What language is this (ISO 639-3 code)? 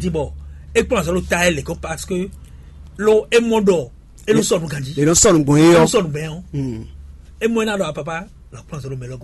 fon